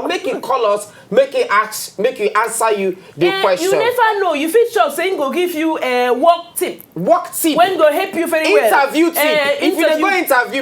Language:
Nigerian Pidgin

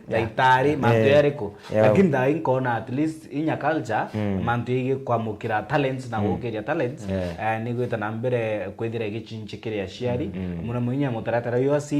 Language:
Meru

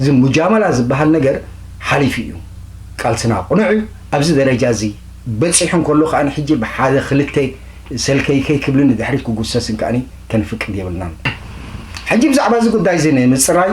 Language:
Tigrinya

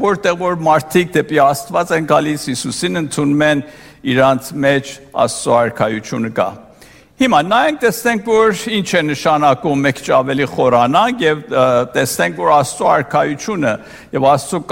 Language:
Armenian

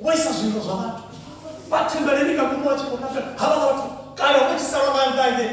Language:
Venda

